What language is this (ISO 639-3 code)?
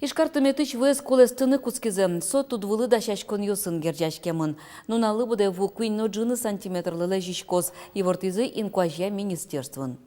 udm